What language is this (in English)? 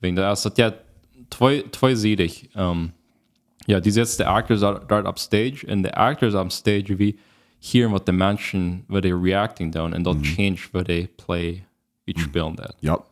Plautdietsch